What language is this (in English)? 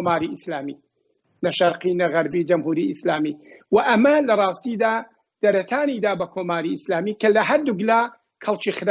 Central Kurdish